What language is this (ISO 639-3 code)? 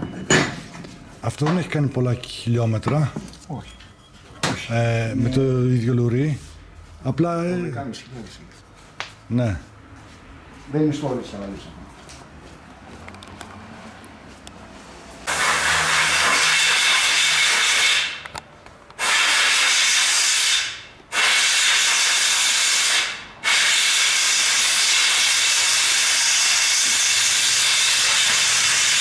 ell